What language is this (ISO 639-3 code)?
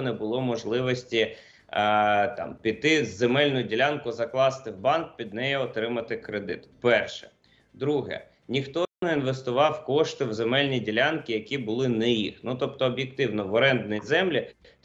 ukr